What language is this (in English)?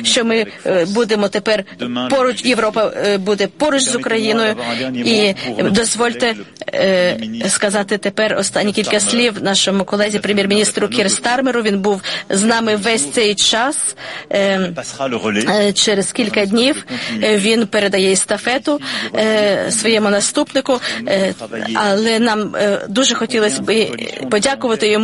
Ukrainian